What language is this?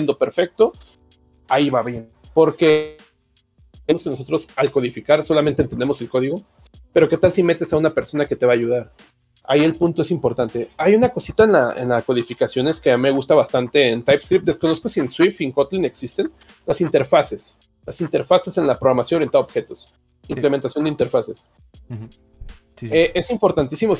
Spanish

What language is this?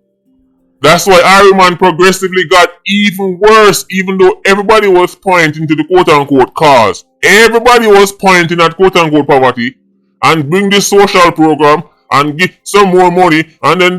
Jamaican Creole English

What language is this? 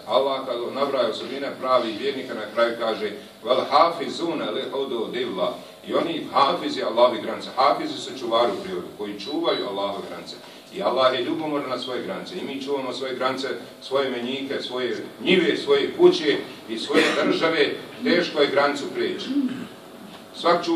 Bosnian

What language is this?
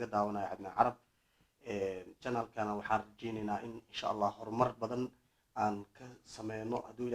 Somali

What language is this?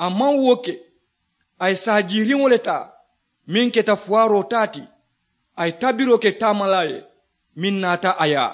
Mandingo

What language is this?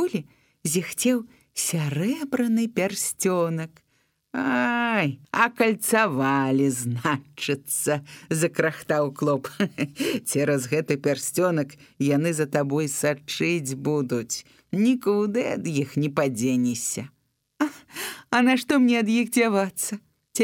Belarusian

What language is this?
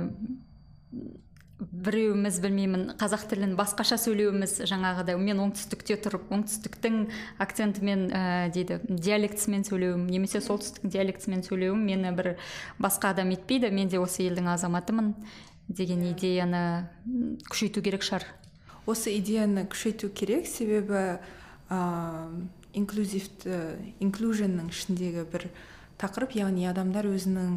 Kazakh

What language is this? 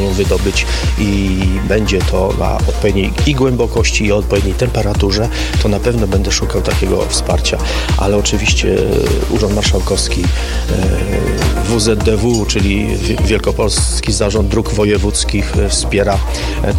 Polish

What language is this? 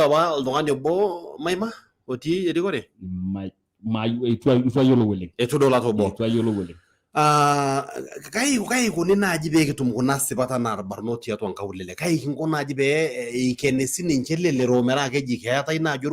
Masai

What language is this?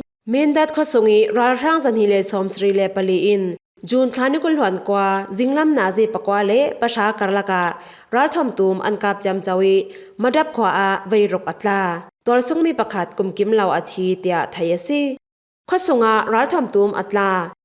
Falam Chin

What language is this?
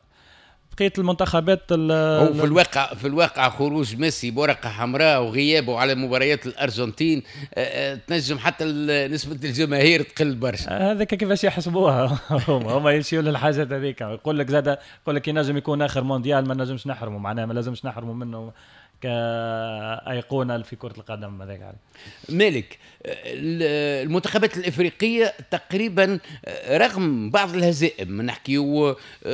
Tunisian Arabic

